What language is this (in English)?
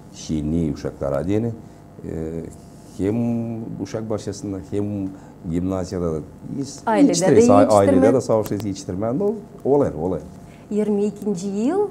Gagauz